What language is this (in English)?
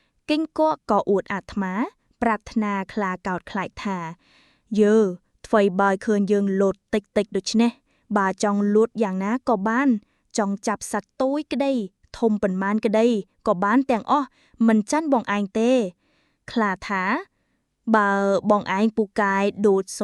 Khmer